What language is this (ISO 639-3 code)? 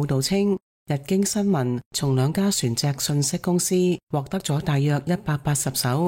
yue